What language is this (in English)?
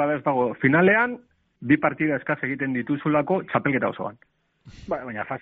Basque